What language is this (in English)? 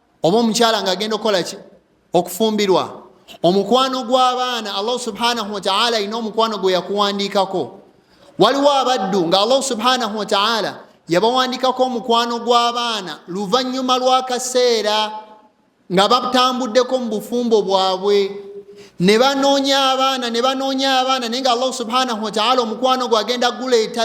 Ganda